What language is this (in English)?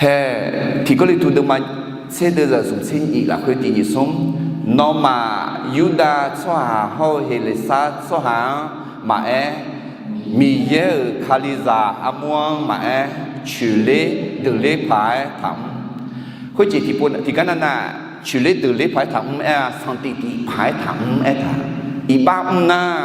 Akha